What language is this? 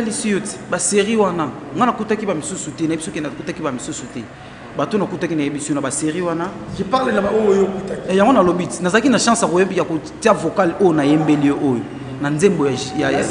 Lingala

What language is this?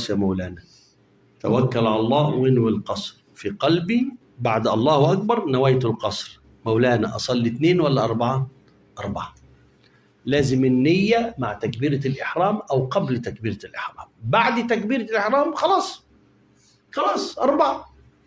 Egyptian Arabic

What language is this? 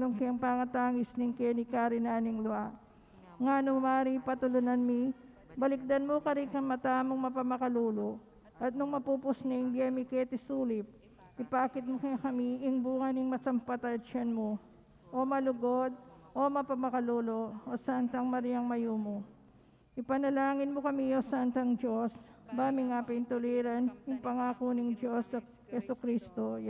Pampanga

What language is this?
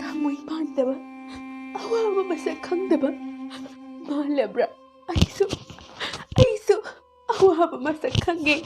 Manipuri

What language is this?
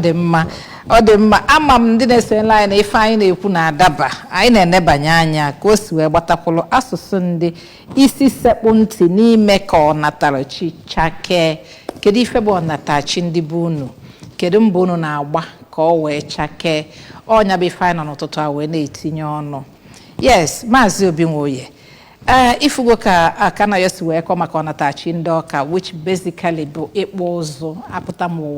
Igbo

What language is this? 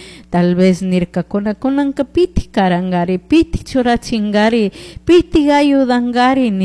Chimborazo Highland Quichua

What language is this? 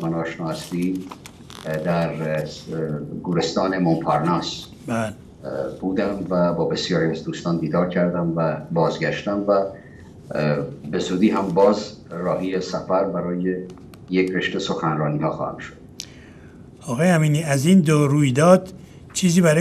Persian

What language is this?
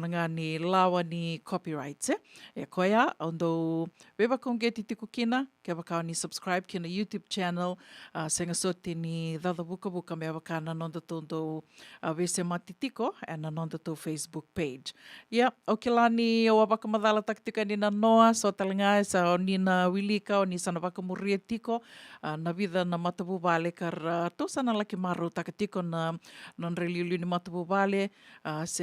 Fijian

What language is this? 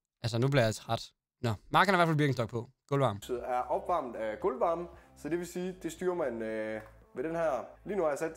Danish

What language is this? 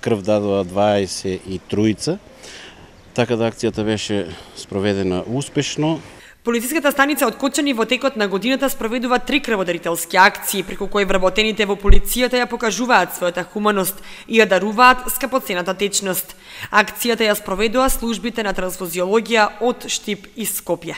Macedonian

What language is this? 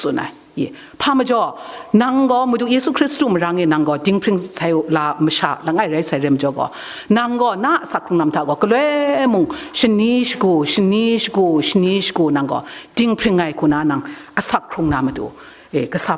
Kachin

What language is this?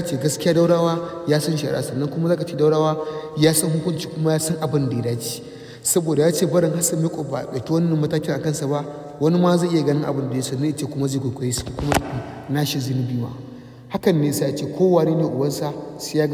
Hausa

